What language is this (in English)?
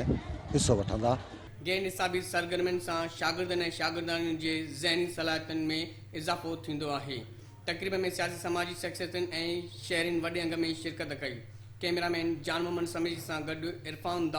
Sindhi